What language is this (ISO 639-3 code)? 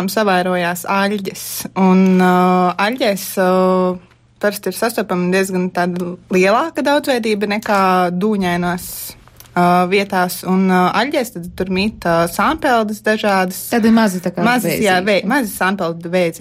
lav